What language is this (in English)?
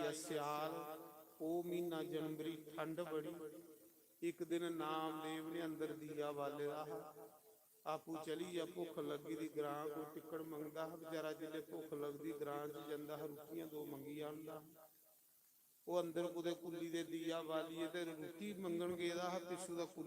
Dogri